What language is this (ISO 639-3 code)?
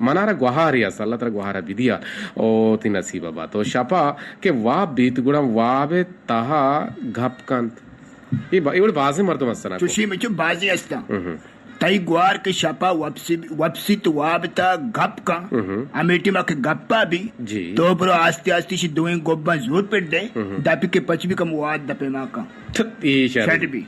bgp